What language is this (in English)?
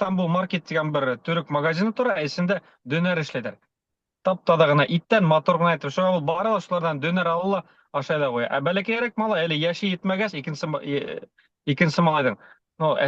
Bashkir